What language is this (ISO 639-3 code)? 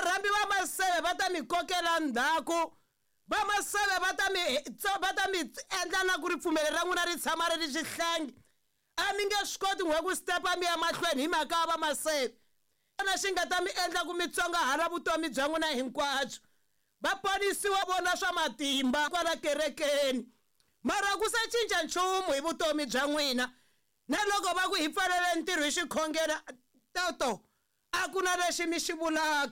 tso